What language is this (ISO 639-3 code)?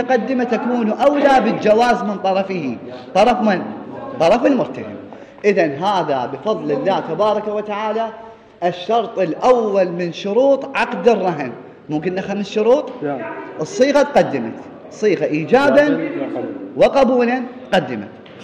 acm